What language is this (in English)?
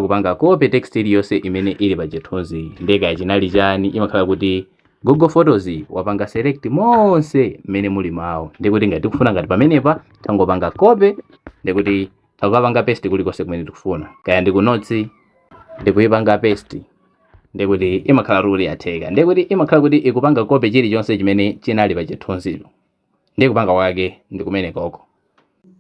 Nyanja